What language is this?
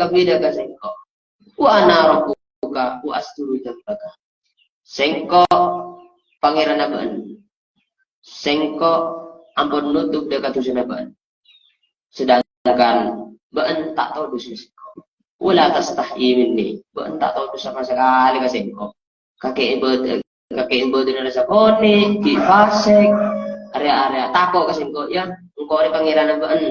Madurese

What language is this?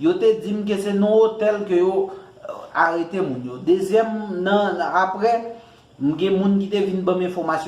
Haitian Creole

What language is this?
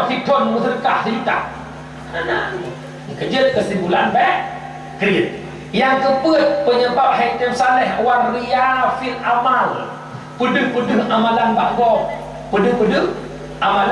Achinese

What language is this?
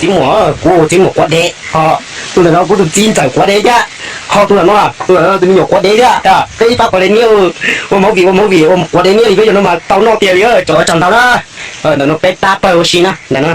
Hmong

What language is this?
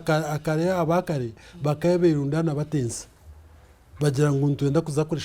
Nyankole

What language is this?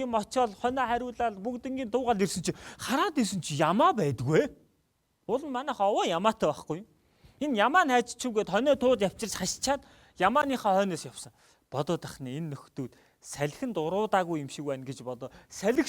Mongolian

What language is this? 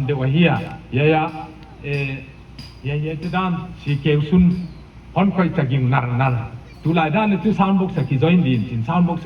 Paite Chin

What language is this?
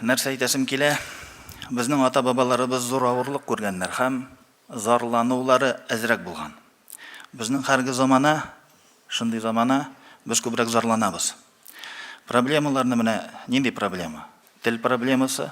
Tatar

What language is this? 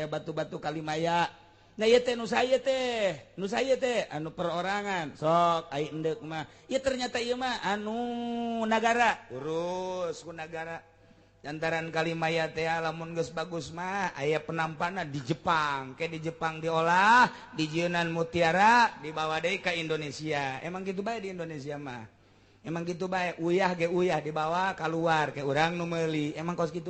Sundanese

